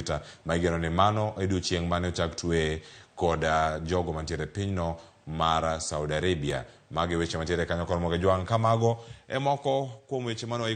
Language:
Luo (Kenya and Tanzania)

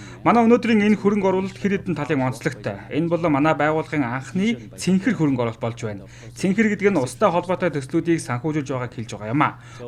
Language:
Mongolian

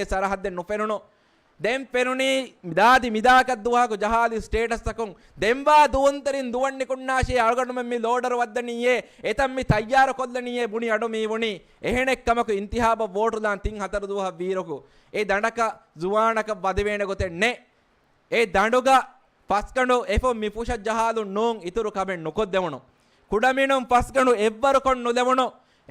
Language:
Divehi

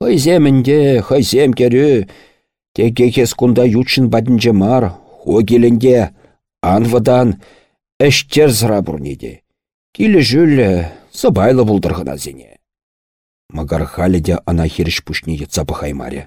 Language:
Chuvash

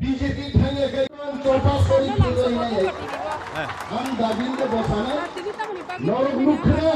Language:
Kok Borok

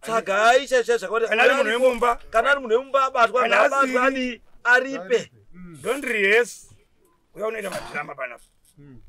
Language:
Shona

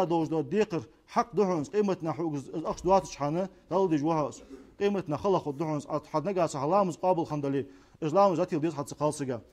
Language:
Ingush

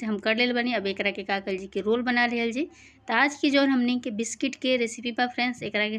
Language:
Bhojpuri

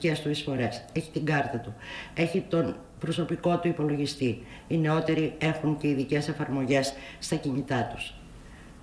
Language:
Greek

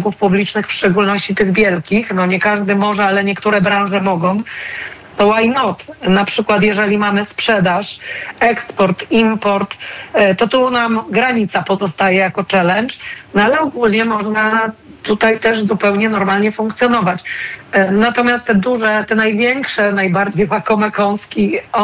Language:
Polish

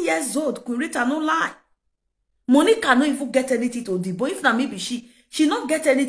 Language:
Nigerian Pidgin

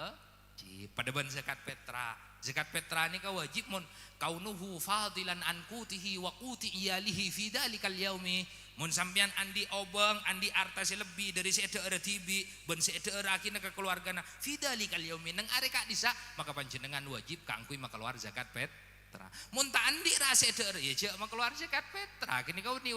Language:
Madurese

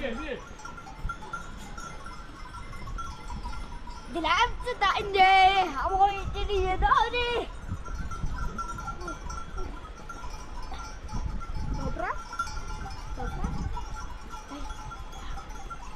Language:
Persian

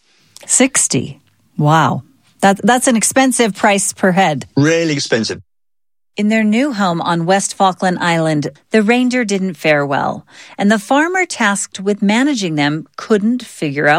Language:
English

